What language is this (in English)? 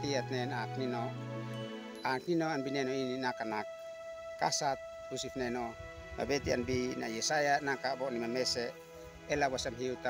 Uab Meto